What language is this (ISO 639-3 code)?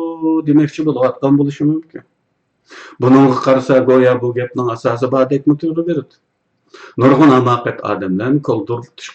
uig